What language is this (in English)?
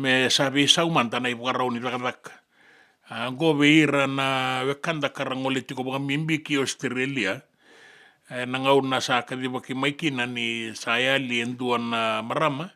Fijian